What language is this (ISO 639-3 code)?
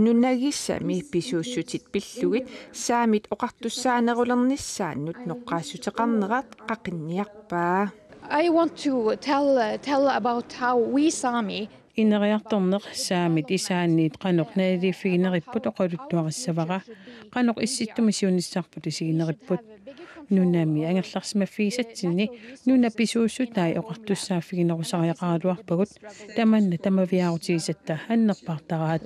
kal